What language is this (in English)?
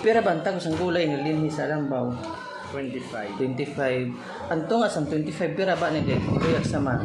Waray